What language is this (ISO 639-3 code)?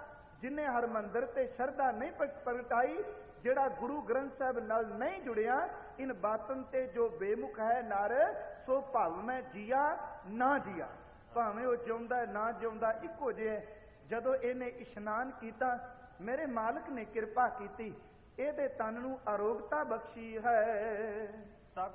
pan